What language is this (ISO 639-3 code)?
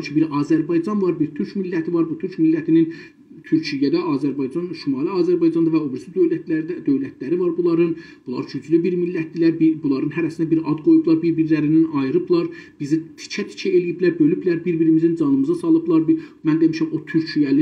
azb